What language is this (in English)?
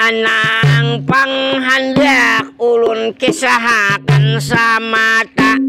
Banjar